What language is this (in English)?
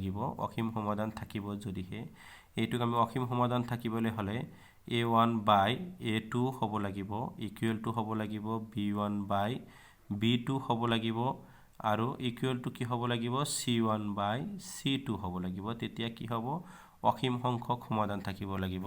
Assamese